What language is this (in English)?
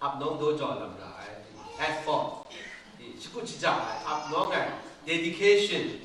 Kachin